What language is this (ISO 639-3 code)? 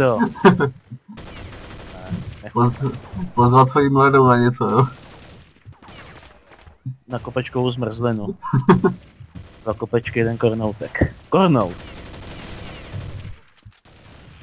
ces